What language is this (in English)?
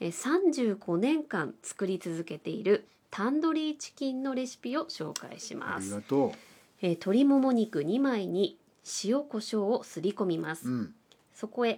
Japanese